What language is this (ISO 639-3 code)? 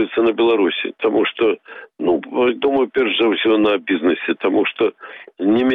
bel